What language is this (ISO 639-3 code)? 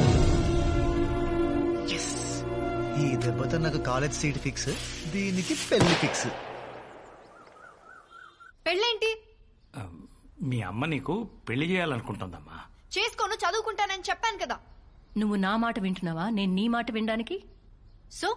tel